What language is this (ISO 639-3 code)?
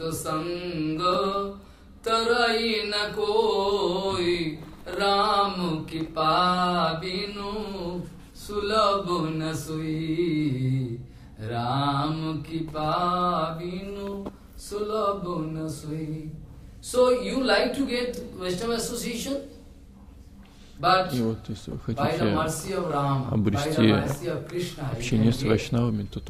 rus